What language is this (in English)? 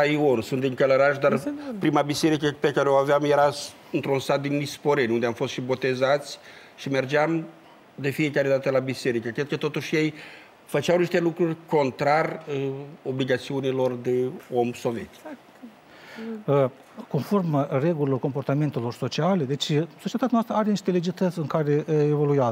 Romanian